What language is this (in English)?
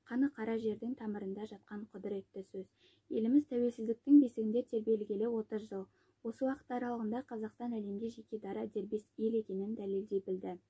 Kazakh